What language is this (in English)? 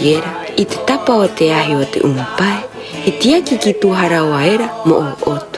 Rapanui